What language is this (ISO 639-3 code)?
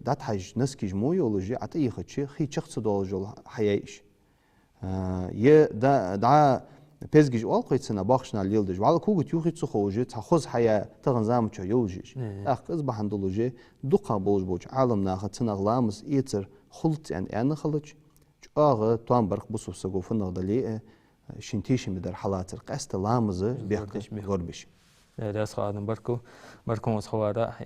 inh